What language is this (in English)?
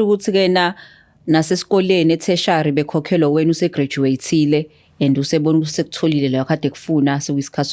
Zulu